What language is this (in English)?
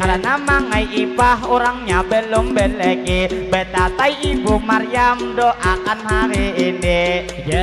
Banjar